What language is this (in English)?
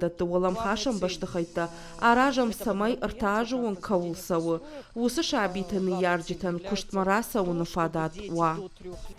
Ossetic